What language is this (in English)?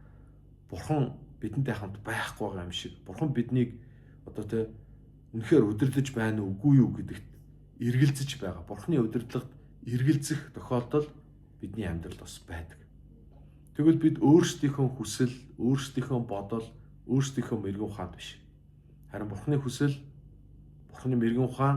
Mongolian